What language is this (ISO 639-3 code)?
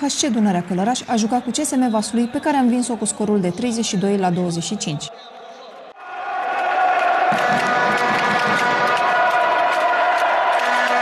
ron